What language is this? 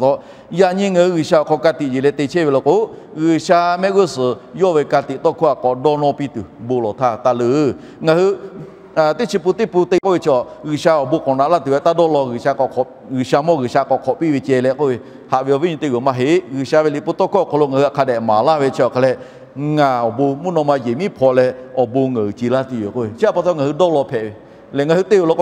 Lahu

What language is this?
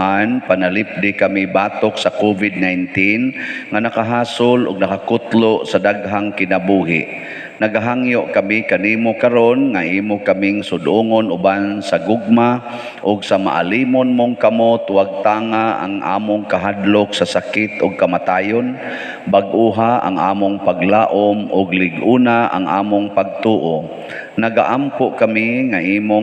Cebuano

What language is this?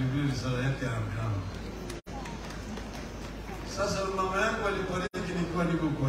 Swahili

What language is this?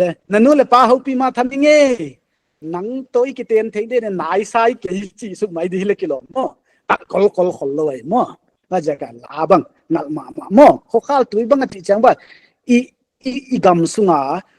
Paite Chin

